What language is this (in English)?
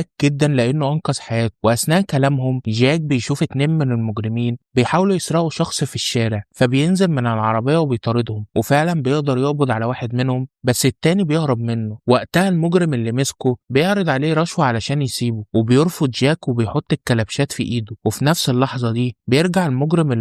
Egyptian Arabic